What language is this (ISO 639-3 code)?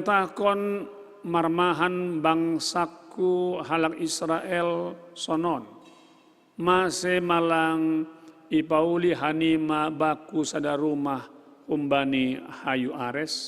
bts